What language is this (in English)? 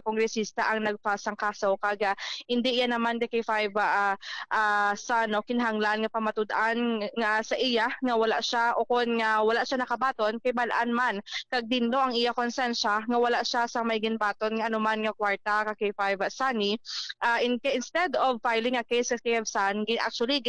Hiligaynon